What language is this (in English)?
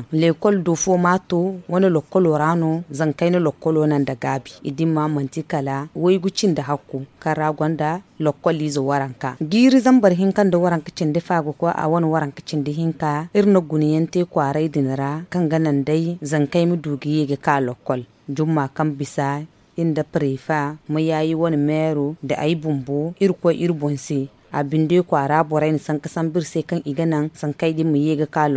Zarma